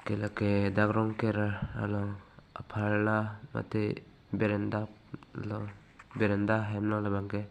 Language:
Karbi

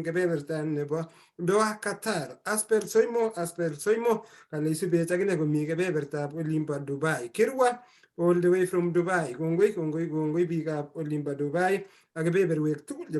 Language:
Kalenjin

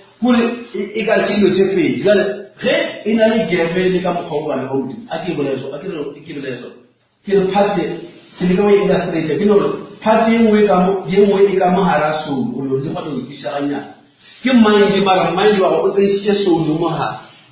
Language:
Northern Sotho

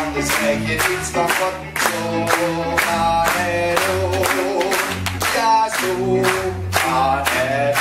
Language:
Dutch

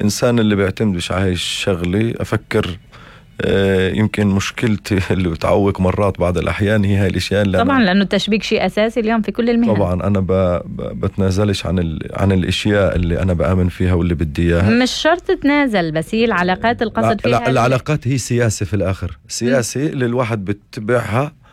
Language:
North Levantine Arabic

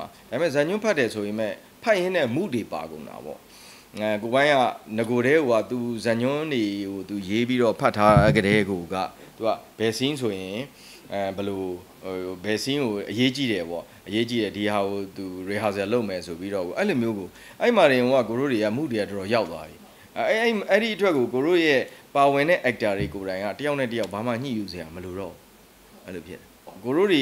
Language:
Burmese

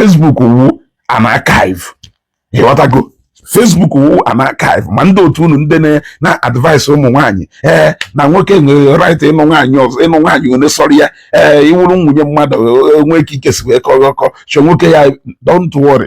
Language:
Igbo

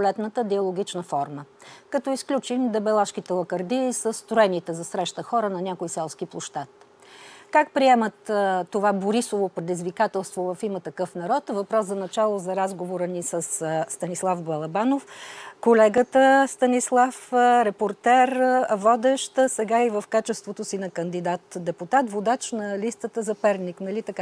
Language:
Bulgarian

